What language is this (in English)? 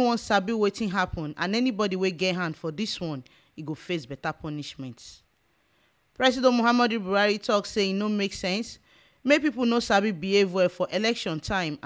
Nigerian Pidgin